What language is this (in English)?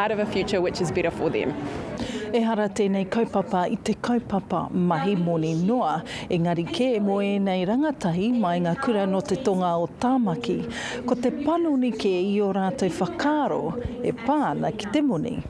Māori